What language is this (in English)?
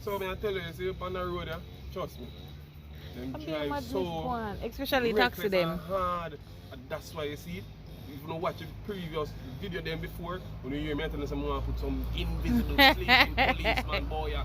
Jamaican Creole English